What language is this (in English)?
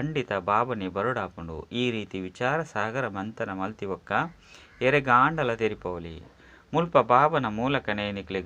Tulu